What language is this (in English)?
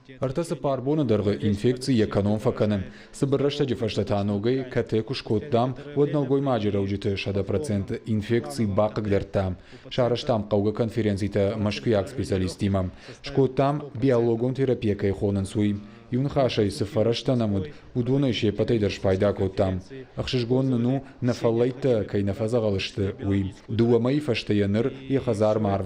Ossetic